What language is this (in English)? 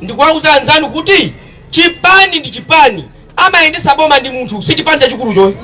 Nyanja